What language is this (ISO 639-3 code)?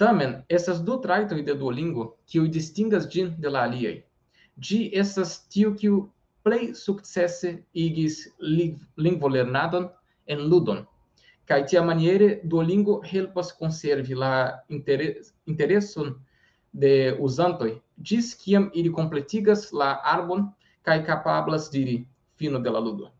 epo